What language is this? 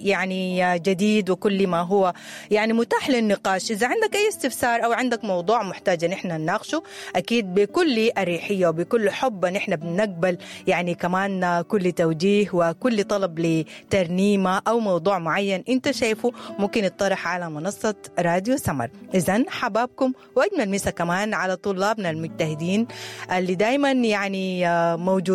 Sudanese Arabic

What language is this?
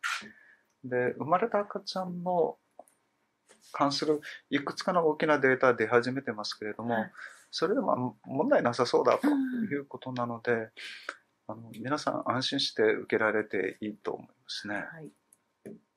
Japanese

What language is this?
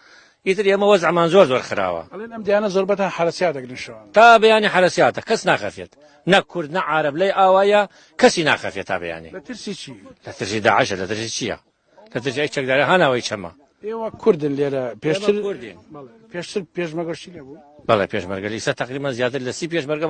Central Kurdish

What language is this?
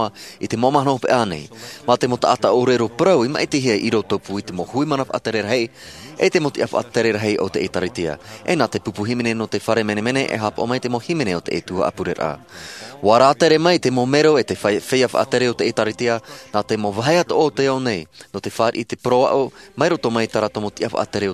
Tahitian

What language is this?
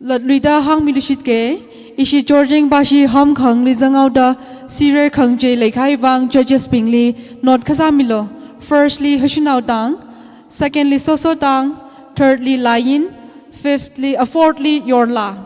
Tangkhul Naga (India)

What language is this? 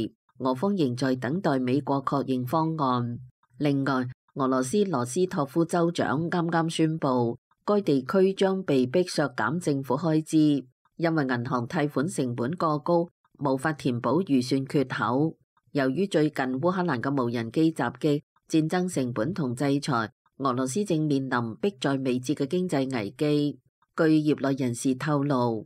Cantonese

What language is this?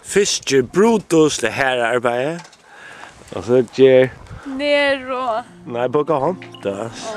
Faroese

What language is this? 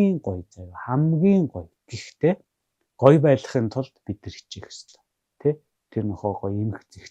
Mongolian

